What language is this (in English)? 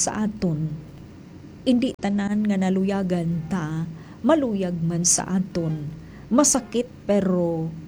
Hiligaynon